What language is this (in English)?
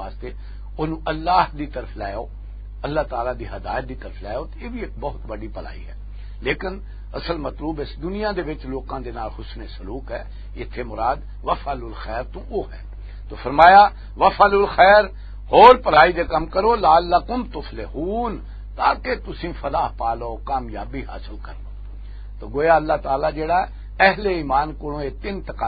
Western Panjabi